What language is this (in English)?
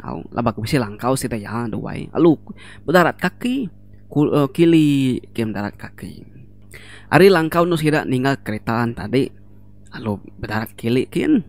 Iban